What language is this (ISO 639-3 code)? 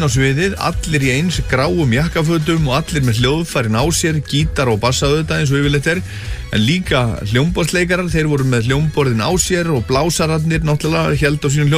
isl